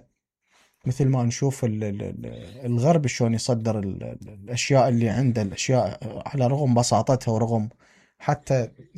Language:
Mesopotamian Arabic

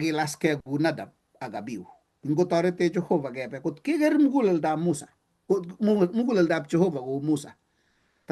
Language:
Kalenjin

